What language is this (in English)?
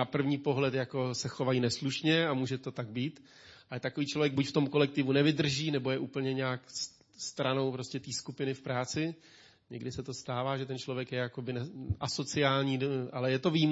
Czech